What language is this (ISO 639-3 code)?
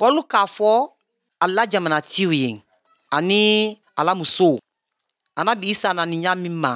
bam